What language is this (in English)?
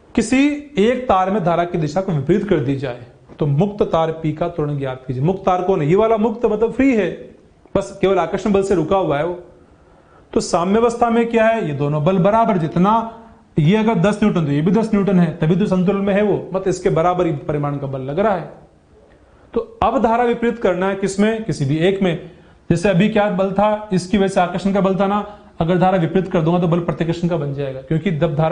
Hindi